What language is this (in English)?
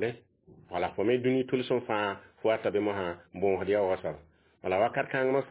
Mossi